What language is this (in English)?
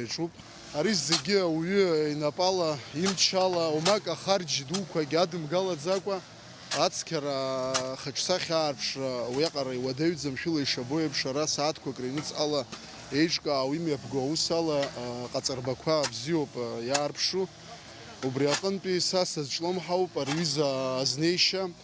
Abkhazian